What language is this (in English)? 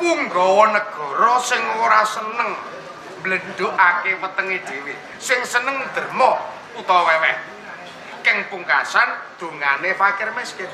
Javanese